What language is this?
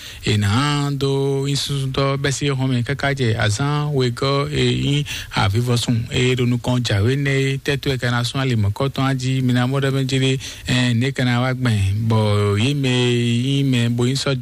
Fon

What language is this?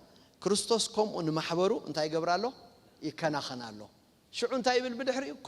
Tigrinya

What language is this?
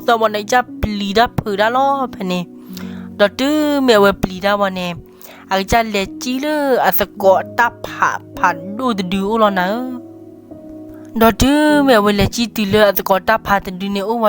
S'gaw Karen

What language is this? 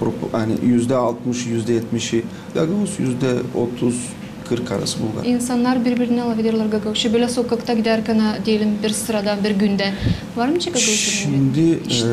Gagauz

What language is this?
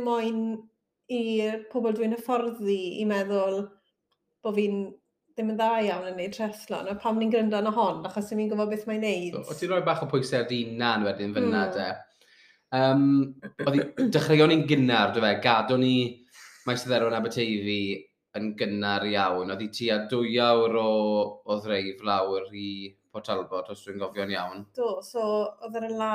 Welsh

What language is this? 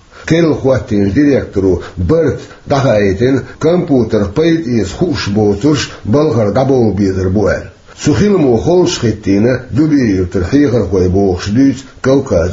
Chechen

